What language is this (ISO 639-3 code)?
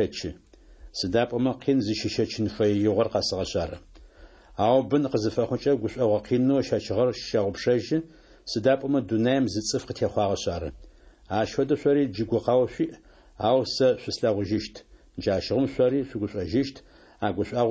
ady